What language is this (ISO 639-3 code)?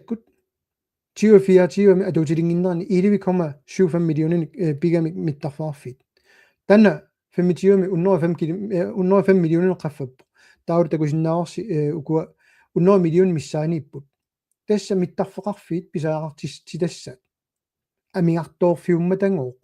kal